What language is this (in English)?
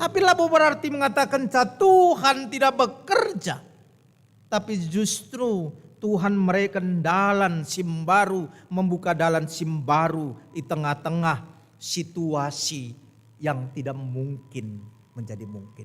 Batak Karo